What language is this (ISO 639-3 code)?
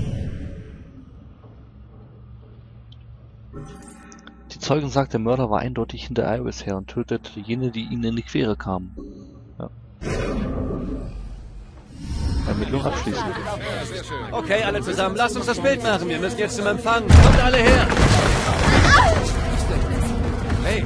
deu